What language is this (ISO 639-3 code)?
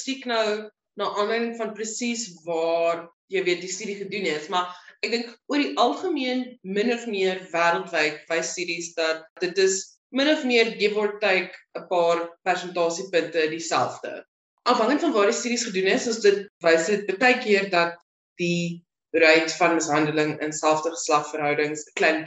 afr